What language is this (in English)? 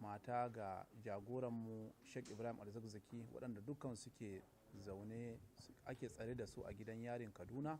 Hausa